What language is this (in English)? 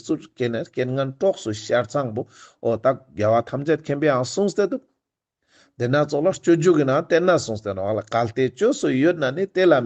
Ladakhi